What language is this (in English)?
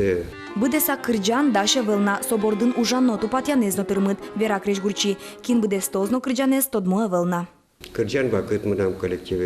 Udmurt